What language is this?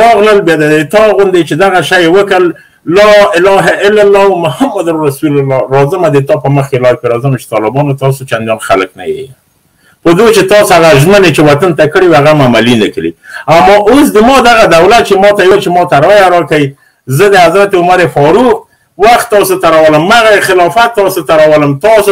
Pashto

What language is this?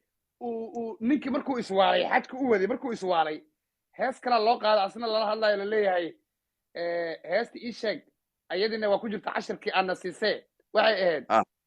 Somali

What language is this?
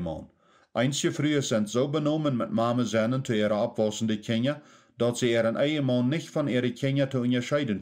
Plautdietsch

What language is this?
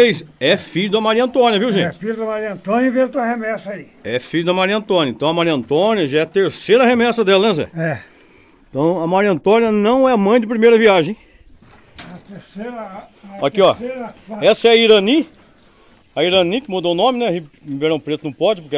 Portuguese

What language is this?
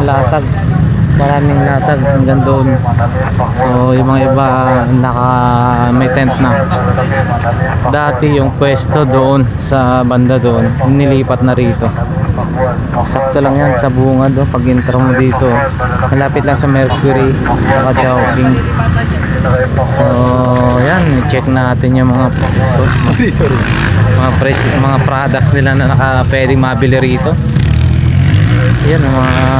Filipino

